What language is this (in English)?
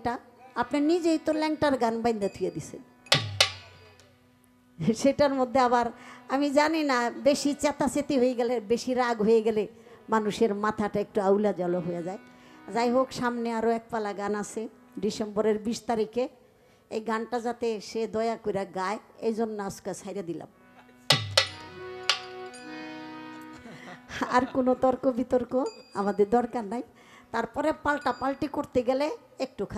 Bangla